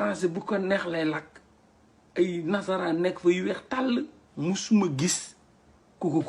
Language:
Wolof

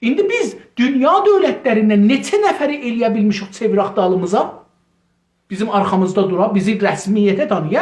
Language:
South Azerbaijani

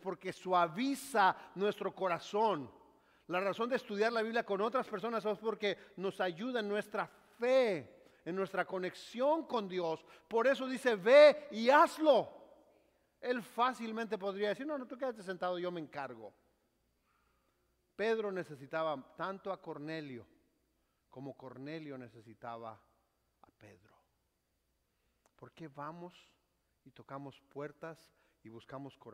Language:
Spanish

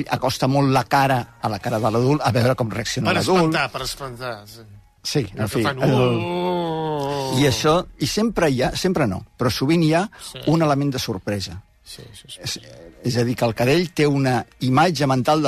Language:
Catalan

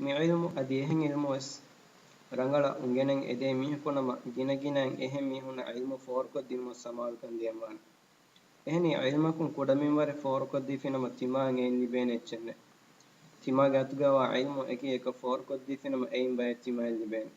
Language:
Divehi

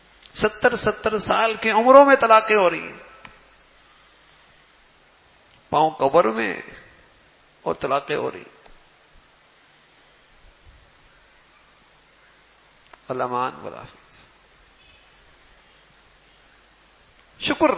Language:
Urdu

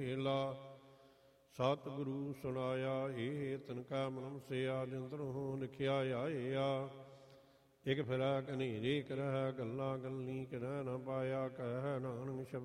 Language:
Punjabi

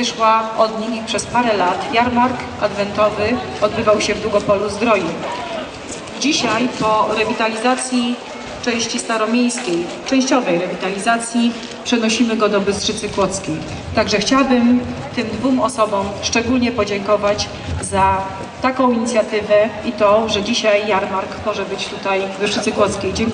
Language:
Polish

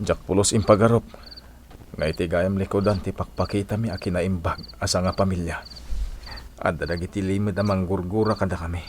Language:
Iloko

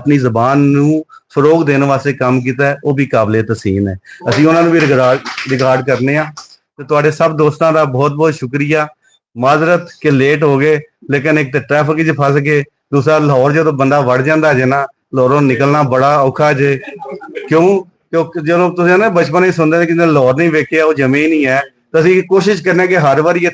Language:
Western Panjabi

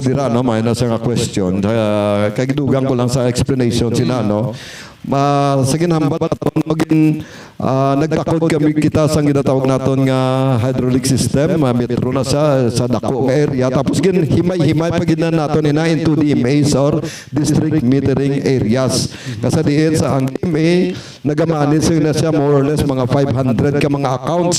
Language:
Hiligaynon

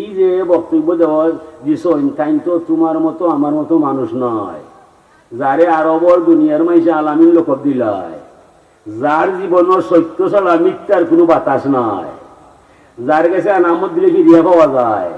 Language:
Sylheti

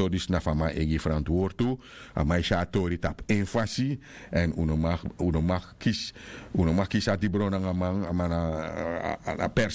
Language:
Sranan Tongo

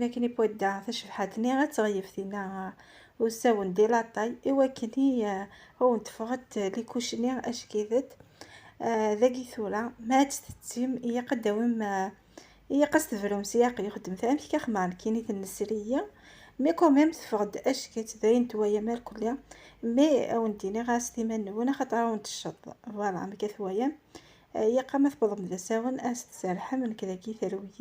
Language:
Kabyle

